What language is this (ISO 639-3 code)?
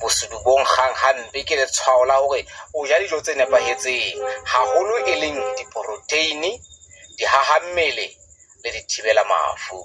sot